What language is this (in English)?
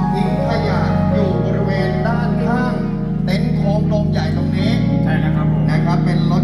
Thai